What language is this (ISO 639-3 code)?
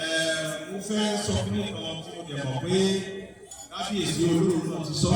yor